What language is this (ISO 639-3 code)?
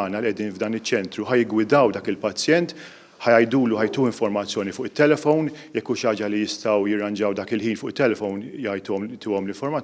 mlt